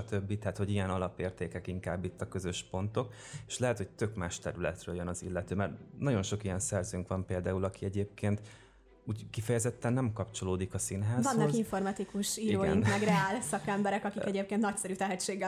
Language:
Hungarian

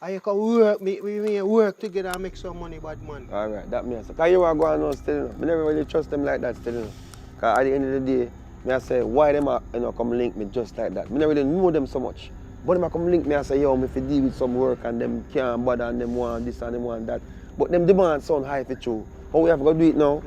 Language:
Jamaican Creole English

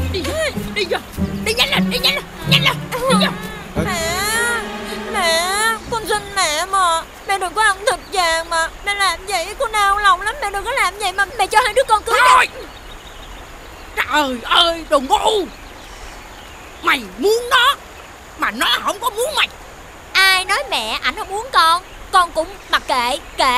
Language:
Vietnamese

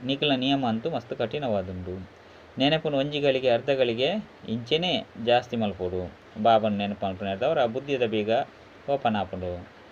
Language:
Tulu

